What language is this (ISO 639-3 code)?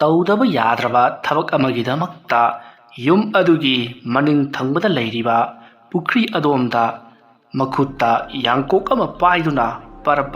mni